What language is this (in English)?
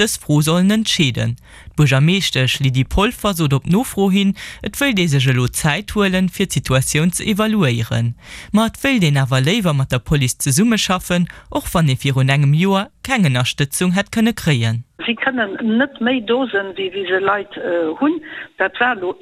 Luxembourgish